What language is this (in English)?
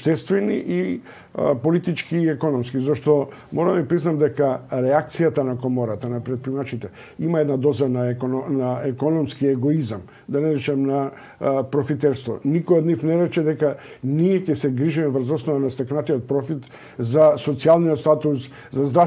Macedonian